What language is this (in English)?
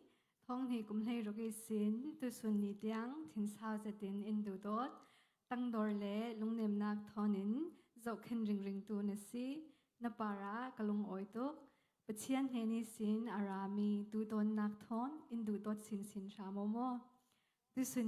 Falam Chin